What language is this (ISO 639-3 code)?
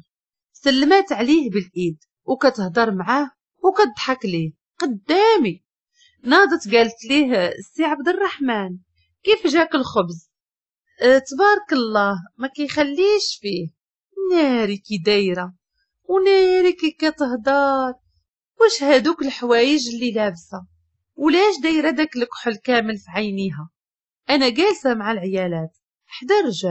ary